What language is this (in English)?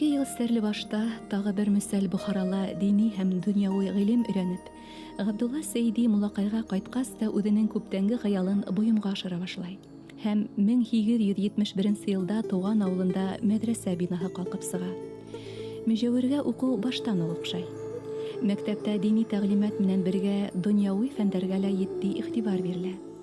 Bashkir